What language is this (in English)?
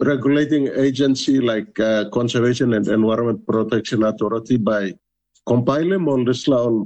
Tok Pisin